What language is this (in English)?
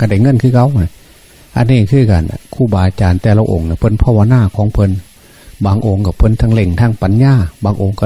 Lao